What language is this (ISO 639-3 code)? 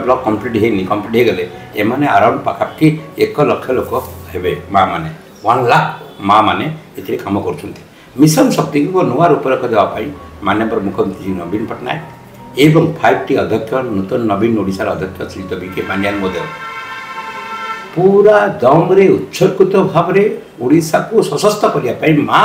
ori